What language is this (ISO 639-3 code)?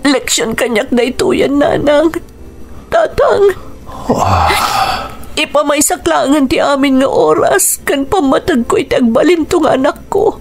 ilo